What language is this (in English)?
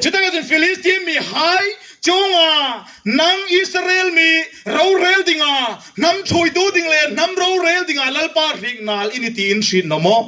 Hmar